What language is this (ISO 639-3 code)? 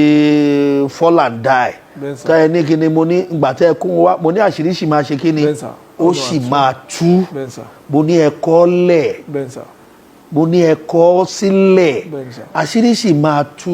yor